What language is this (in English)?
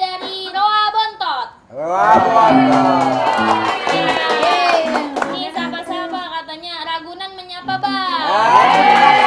Betawi